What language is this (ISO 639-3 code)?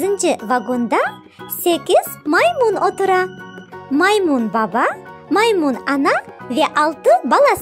crh